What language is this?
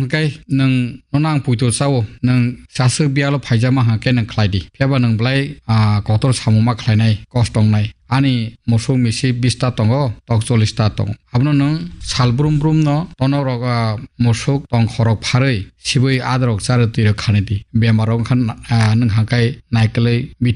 Kok Borok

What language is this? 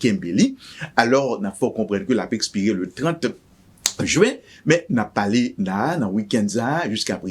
Haitian Creole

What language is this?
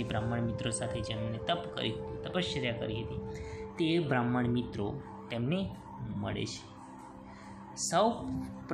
Gujarati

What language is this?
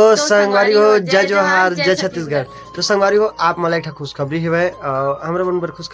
Chhattisgarhi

